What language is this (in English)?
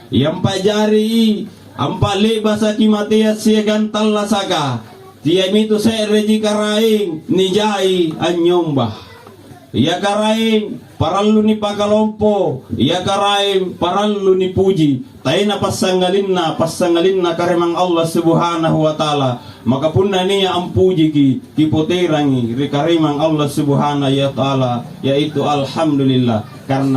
Makasar